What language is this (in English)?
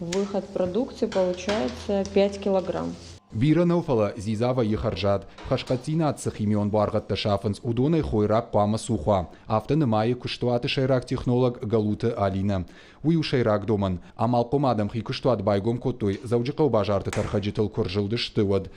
Ossetic